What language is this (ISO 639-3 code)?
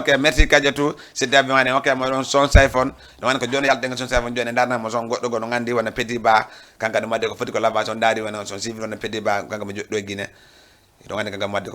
ful